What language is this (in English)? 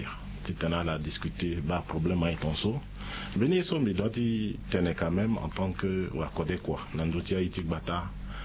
Sango